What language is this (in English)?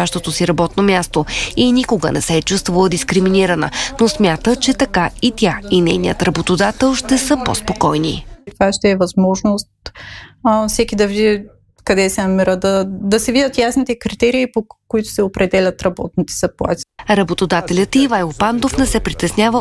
Bulgarian